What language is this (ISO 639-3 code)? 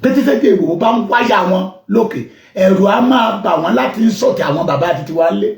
yor